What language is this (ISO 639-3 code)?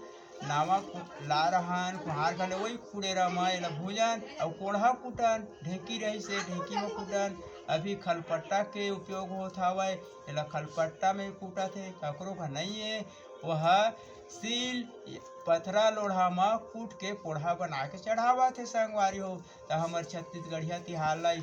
hne